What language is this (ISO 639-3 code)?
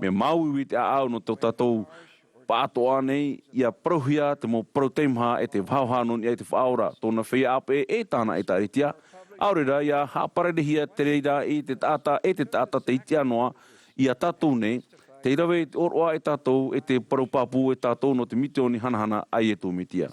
tah